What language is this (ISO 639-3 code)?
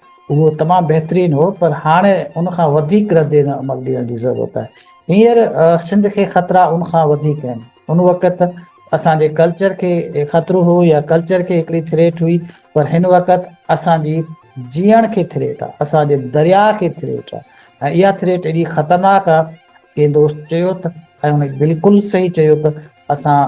snd